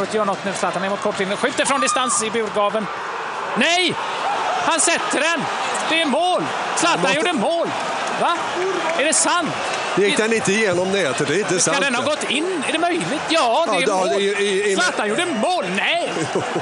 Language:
Swedish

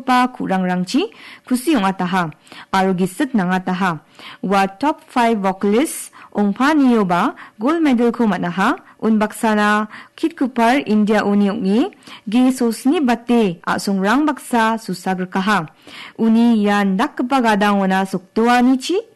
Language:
Garo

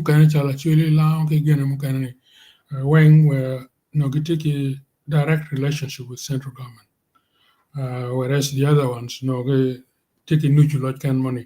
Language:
Acoli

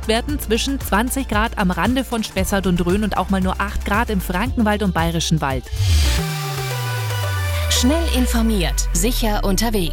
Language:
German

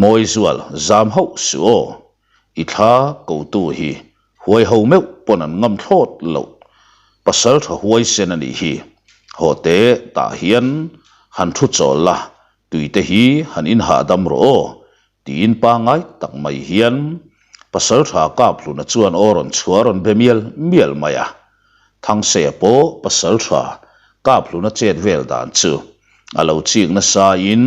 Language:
Mizo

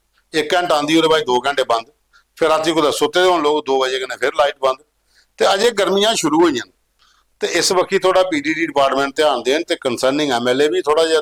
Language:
Dogri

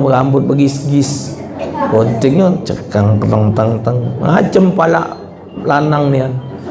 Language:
Musi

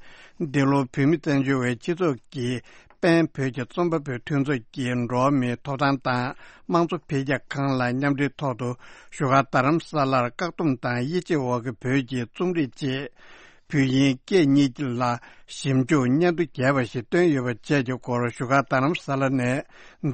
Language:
Tibetan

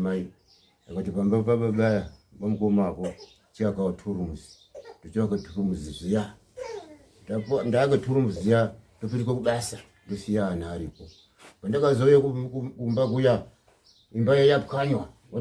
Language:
Shona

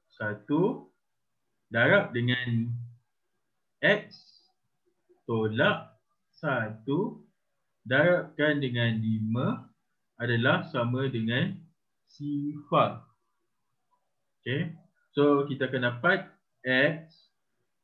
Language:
Malay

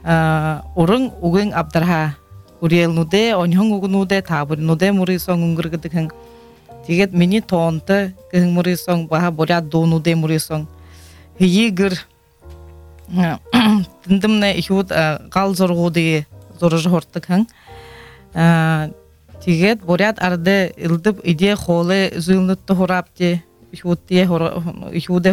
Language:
Buriat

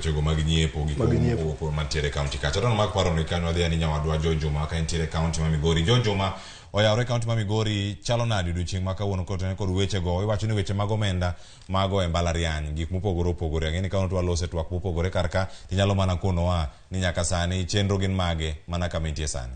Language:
Luo (Kenya and Tanzania)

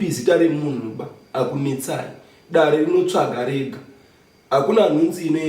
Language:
Shona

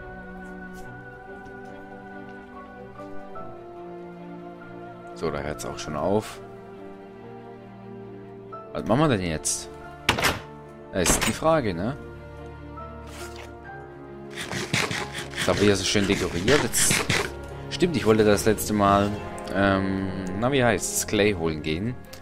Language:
German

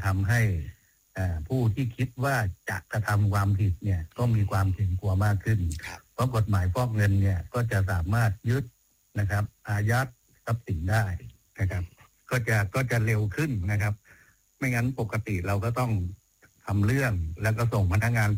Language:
Thai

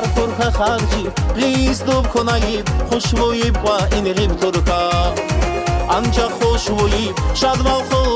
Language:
Tabassaran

